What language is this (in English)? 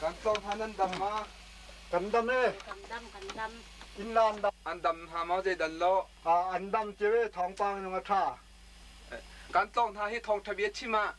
Hakha Chin